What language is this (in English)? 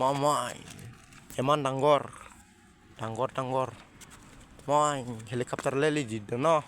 Dimasa